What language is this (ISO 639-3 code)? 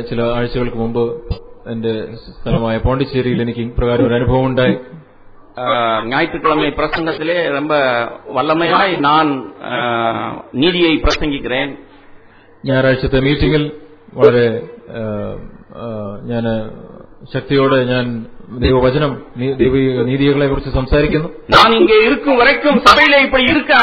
mal